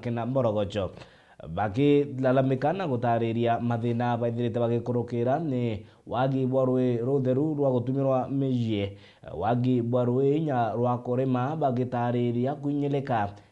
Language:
Meru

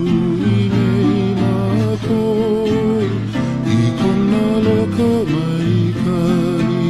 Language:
Hawaiian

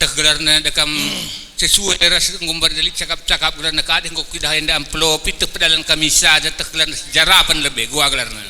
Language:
Batak Karo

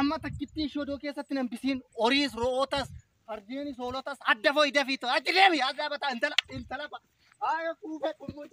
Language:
Oromo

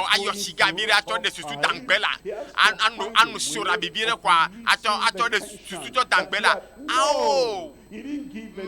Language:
Ewe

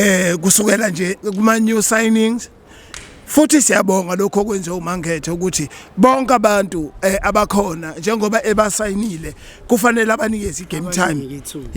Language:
Zulu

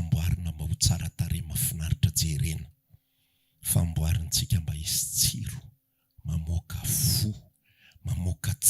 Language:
Malagasy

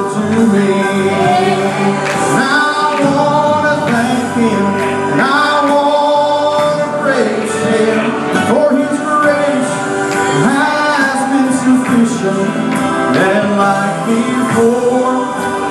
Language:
English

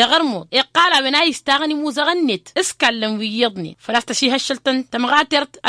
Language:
Tamasheq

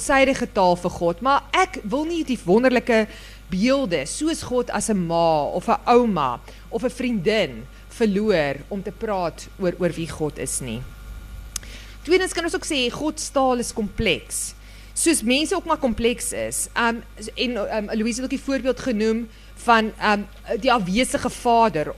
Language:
Afrikaans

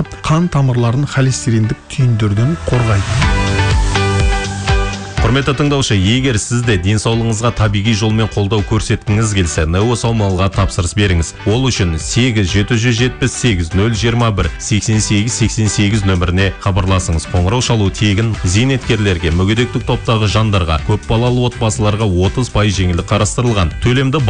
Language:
Kazakh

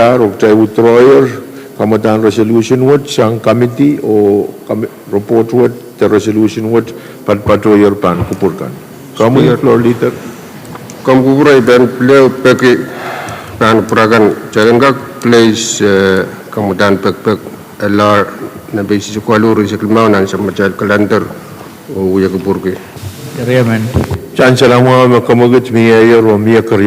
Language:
Pohnpeian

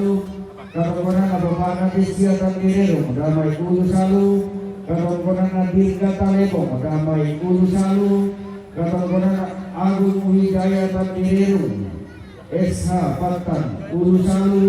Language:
Toraja-Sa'dan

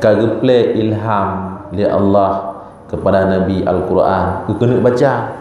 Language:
Achinese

